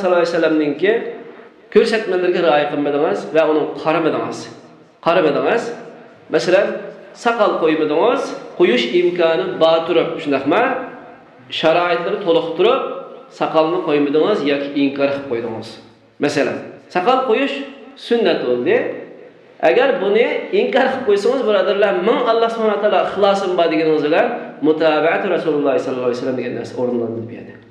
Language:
Uyghur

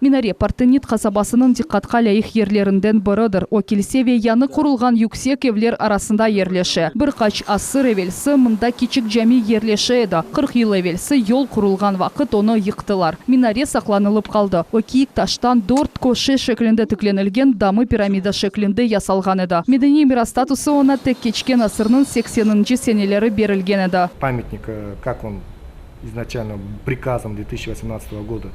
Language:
Crimean Tatar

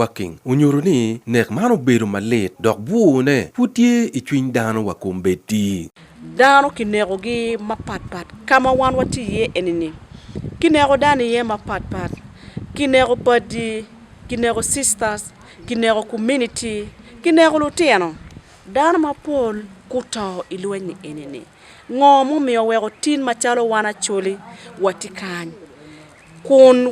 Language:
Acoli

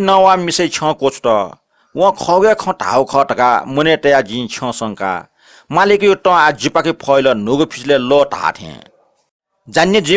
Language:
Newari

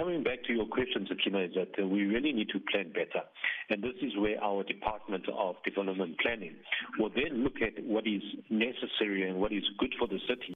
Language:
English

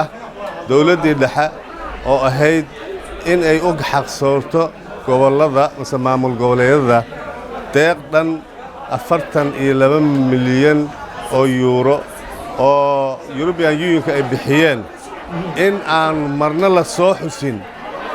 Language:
Somali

